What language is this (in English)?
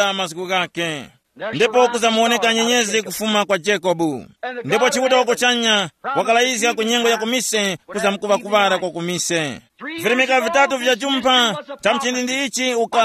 Tumbuka